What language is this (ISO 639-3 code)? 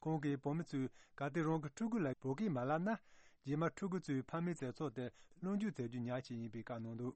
bod